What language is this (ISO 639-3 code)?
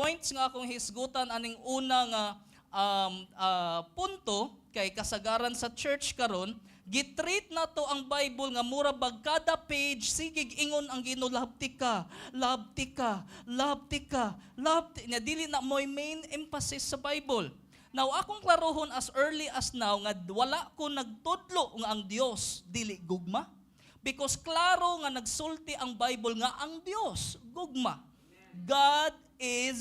ceb